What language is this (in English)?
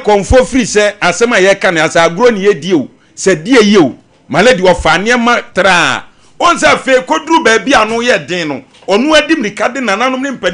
Akan